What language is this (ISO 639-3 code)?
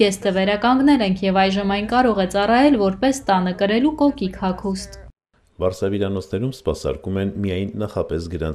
hye